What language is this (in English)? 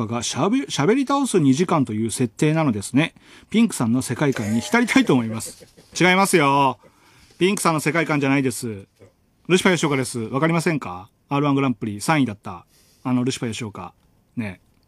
Japanese